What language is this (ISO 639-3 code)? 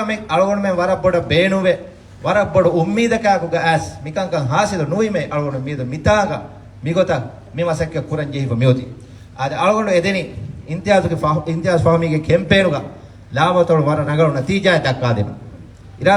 div